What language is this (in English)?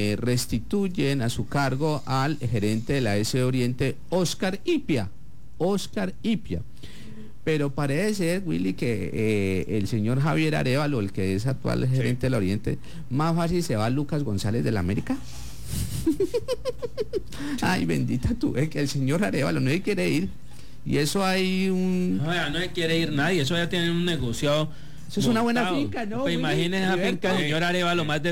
Spanish